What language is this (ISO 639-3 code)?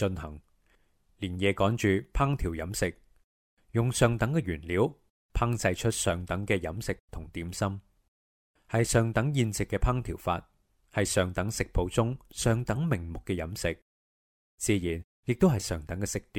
yue